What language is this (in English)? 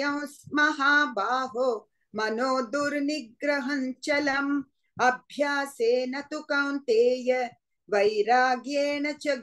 Sanskrit